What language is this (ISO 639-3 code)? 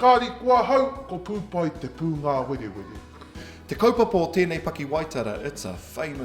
mri